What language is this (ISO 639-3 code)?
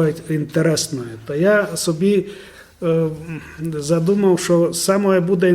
rue